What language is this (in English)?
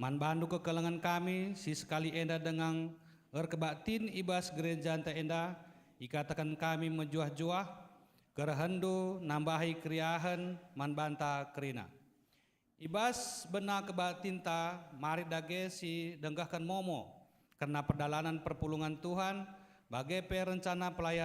Batak Karo